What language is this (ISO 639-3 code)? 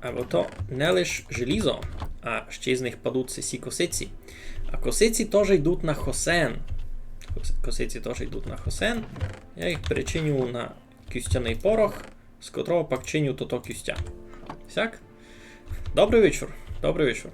rue